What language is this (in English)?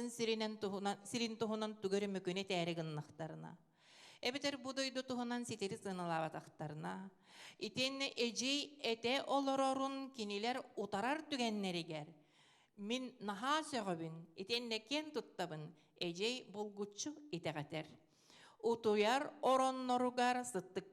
Yakut